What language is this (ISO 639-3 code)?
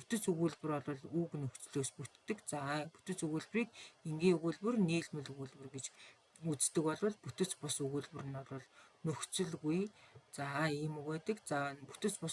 mon